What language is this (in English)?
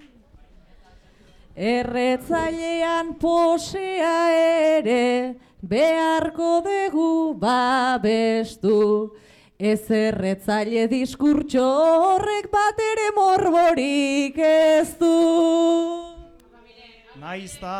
Basque